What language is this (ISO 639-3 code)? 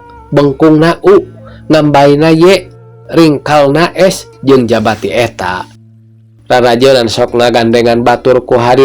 sun